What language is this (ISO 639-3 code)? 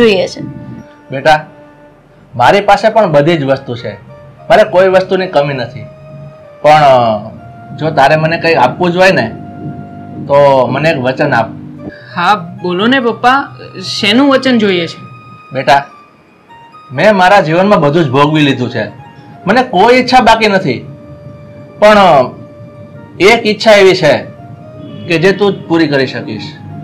guj